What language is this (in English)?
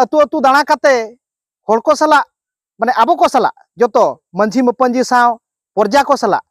Santali